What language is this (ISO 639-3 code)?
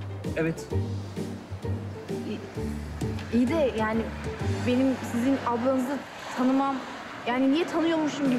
tur